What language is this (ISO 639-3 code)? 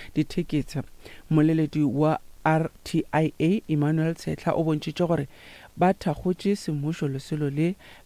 nso